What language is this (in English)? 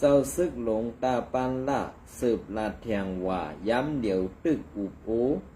Shan